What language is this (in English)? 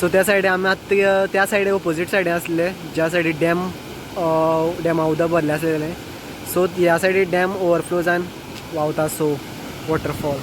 Konkani